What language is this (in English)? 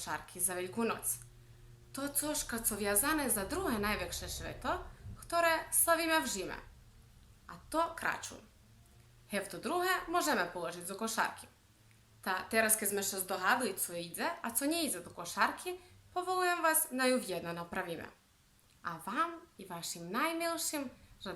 Rusyn